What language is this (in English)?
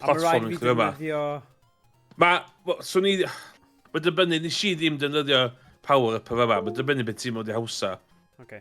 Welsh